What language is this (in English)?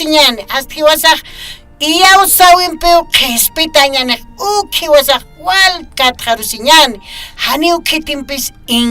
Aymara